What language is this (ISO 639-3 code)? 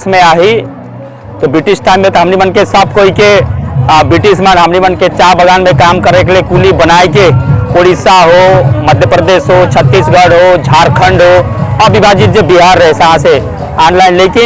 sck